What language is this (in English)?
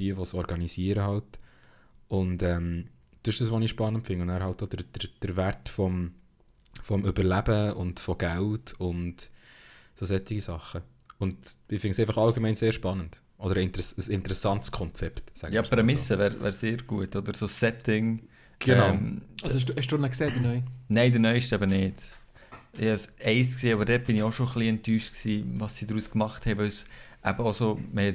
Swiss German